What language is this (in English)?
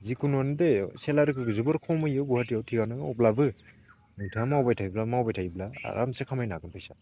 Bodo